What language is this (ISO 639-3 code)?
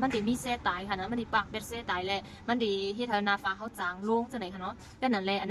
shn